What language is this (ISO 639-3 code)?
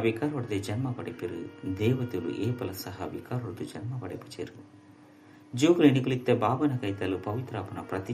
tcy